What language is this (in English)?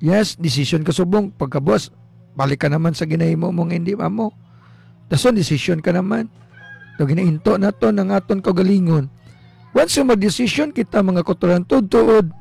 Hiligaynon